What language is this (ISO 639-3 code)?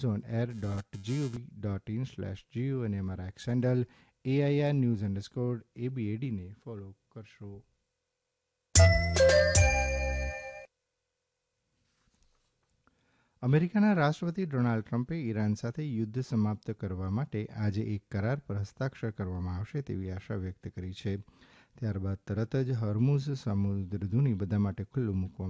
guj